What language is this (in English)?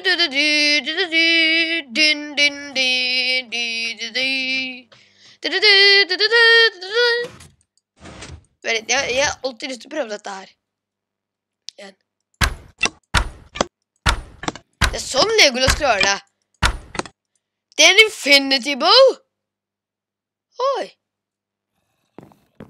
Norwegian